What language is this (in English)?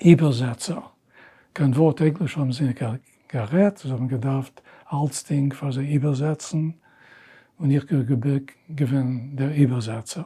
Yiddish